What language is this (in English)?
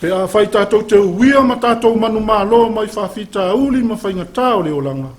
Samoan